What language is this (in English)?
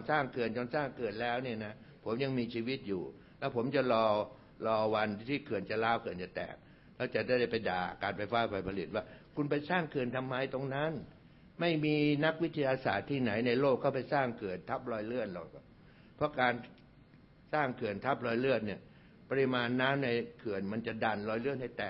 Thai